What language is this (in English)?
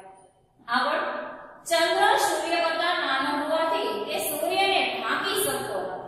Gujarati